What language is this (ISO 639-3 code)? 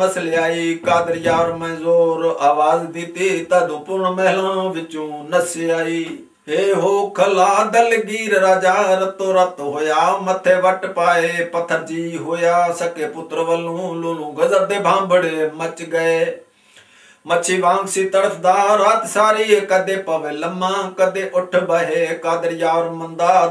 pan